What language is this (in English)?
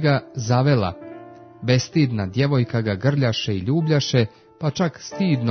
Croatian